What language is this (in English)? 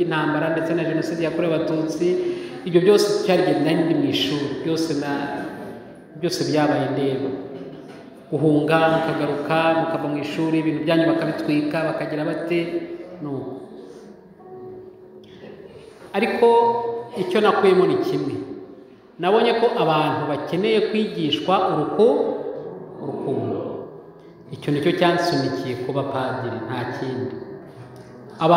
Kinyarwanda